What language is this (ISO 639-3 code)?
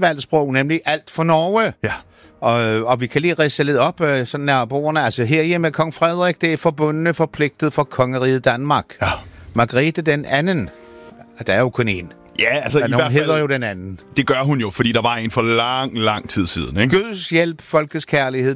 dan